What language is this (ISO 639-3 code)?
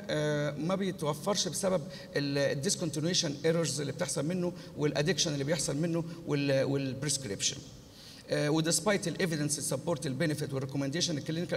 arz